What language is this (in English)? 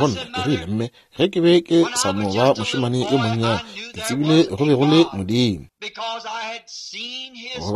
Northern Sotho